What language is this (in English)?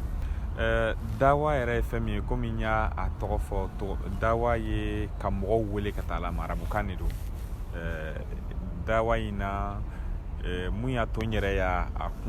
Bambara